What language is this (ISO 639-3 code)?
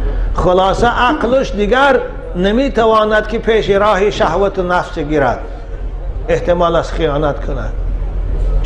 tgk